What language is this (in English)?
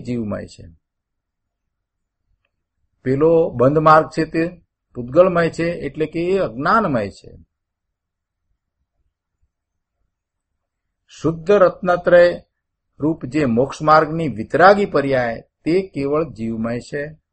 Gujarati